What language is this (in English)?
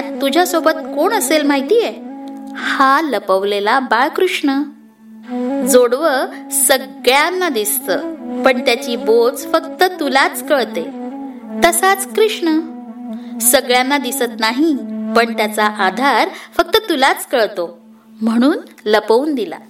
Marathi